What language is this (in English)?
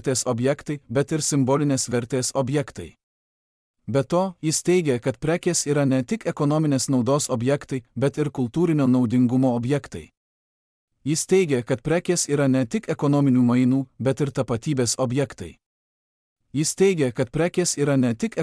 Lithuanian